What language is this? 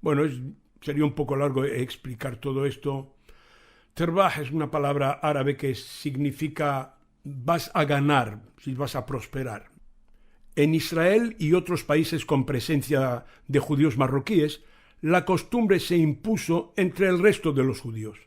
Ladino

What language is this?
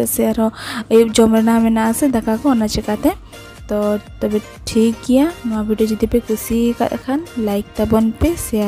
Santali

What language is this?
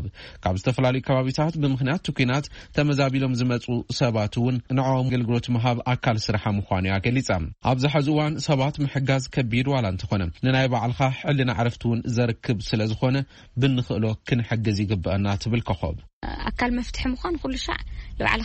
Tigrinya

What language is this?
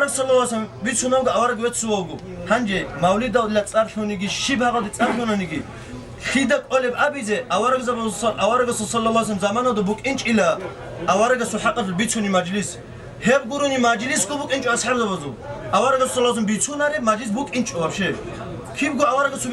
Avaric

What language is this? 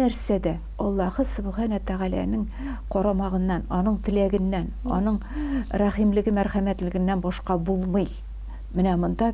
Tatar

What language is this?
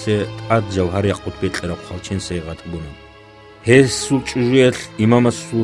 Avaric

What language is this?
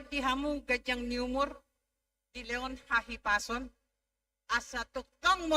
Batak Toba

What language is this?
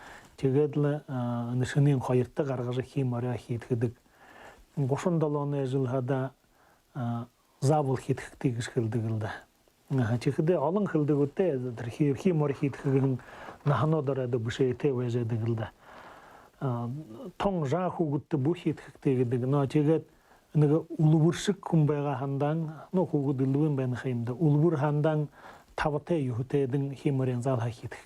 Buriat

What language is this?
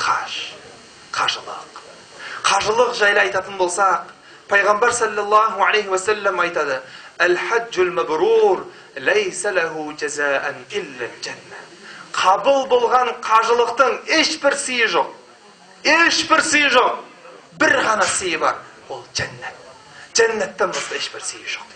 Kazakh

